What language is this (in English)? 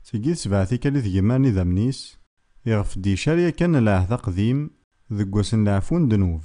Kabyle